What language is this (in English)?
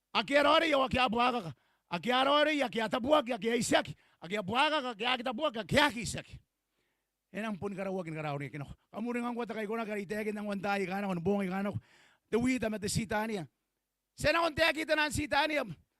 Gilbertese